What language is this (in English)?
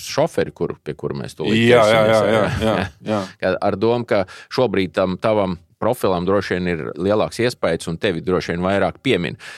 Latvian